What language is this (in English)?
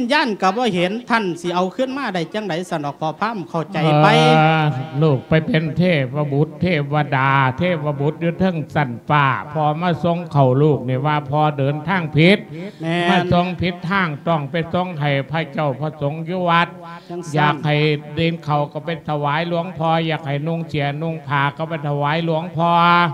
Lao